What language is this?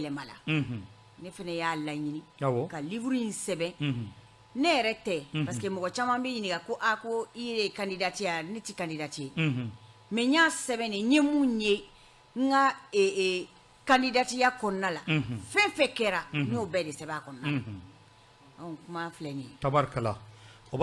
Bambara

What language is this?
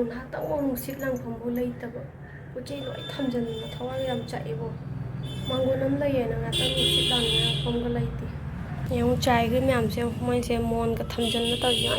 Manipuri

